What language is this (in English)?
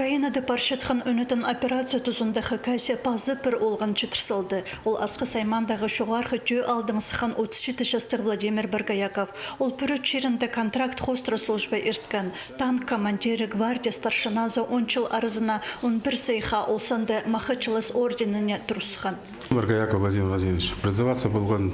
Khakas